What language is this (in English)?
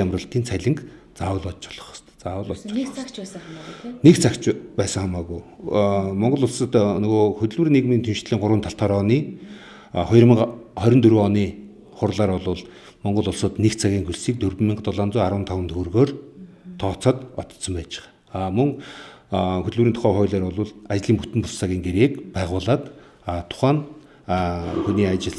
Mongolian